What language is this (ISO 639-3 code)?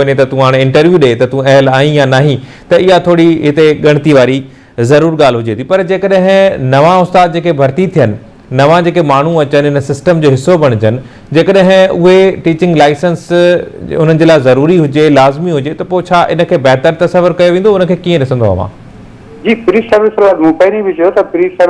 snd